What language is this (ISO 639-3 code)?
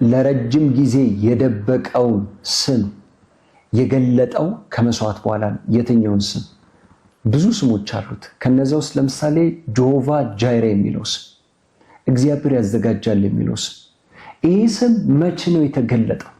amh